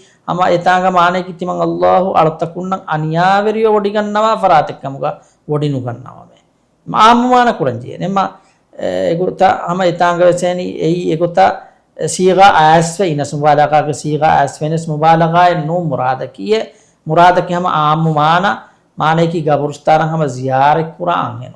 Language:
Divehi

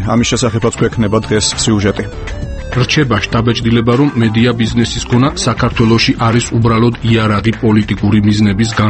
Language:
Georgian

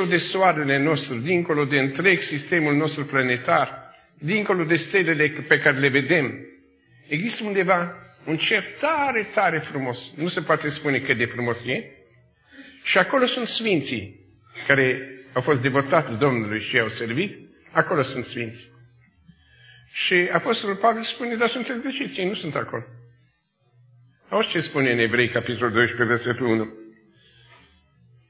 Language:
Romanian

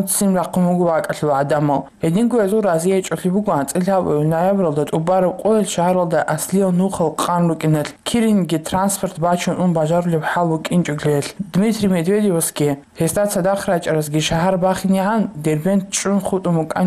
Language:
Avaric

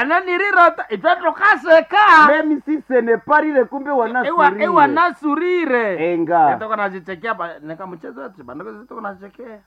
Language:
Nande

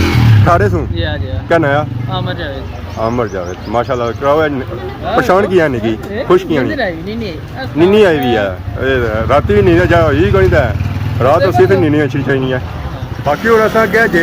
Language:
Pahari-Potwari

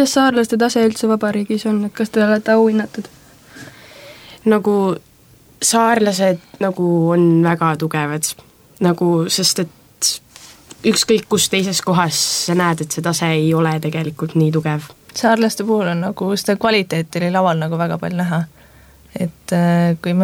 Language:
Estonian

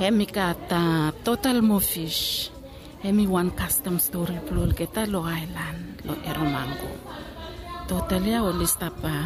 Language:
Bislama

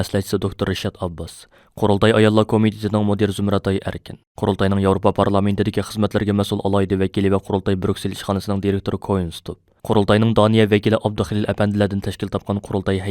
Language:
Uyghur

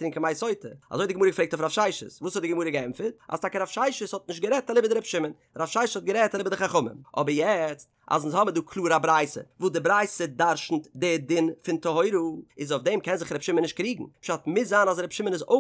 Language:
Yiddish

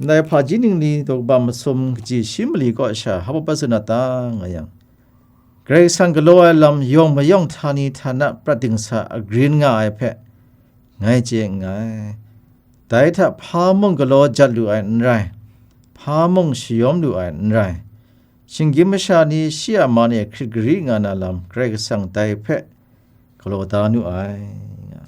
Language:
Kachin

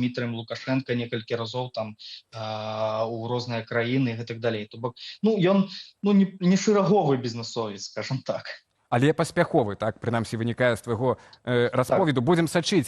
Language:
Belarusian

